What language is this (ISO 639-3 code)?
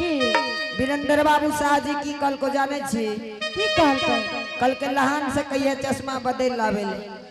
anp